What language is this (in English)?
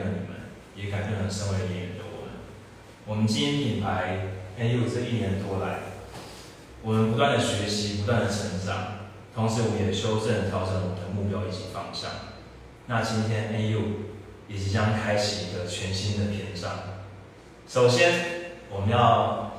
Chinese